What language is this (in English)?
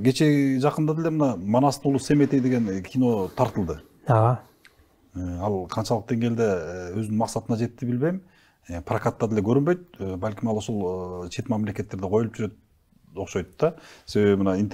Kyrgyz